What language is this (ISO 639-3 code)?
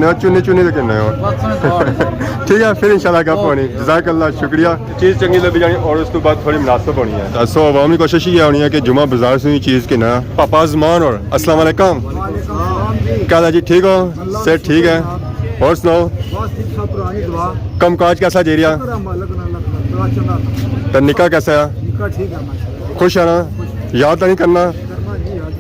phr